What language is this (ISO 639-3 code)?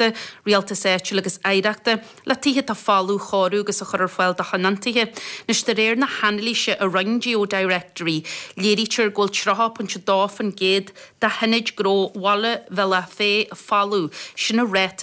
gle